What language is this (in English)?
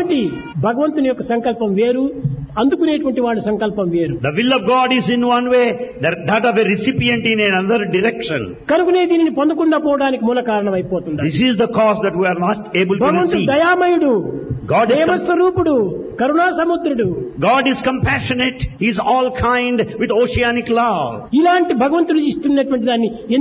Telugu